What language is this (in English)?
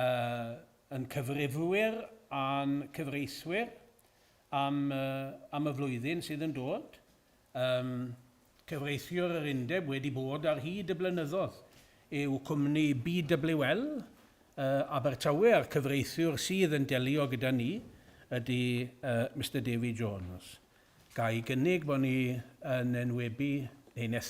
Welsh